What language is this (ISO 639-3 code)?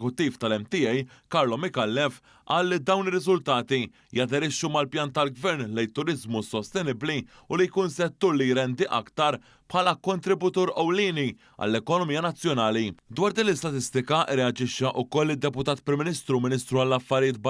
mlt